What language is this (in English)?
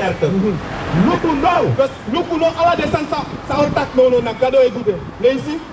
Sranan Tongo